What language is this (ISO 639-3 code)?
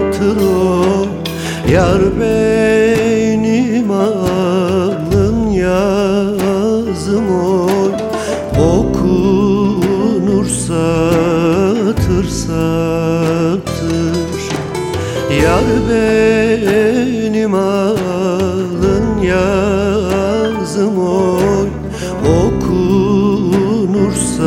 tur